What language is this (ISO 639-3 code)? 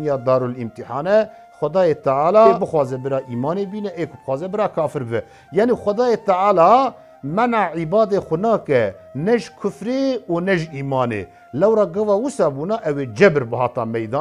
kur